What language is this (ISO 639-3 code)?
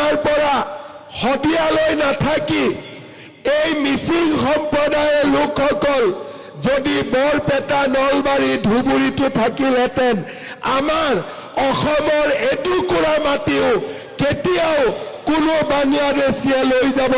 asm